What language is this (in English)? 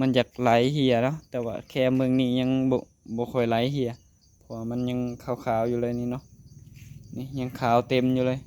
Northeastern Thai